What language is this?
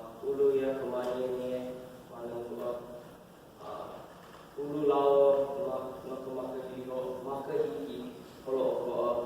Hawaiian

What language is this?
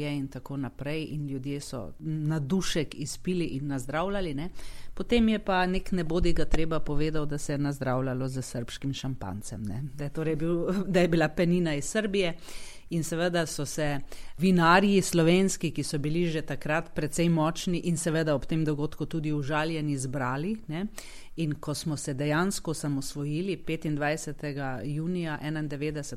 Slovenian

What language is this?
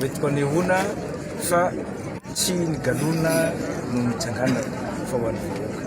Malagasy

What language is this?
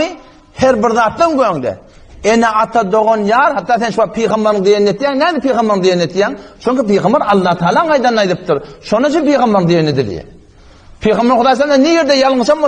Turkmen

